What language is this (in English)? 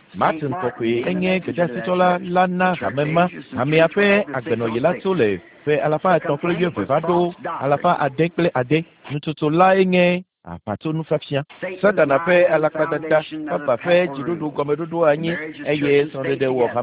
Ewe